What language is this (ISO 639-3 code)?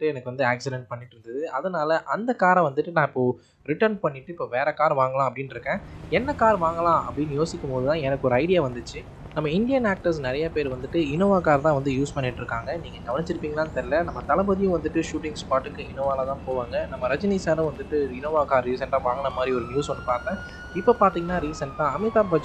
tam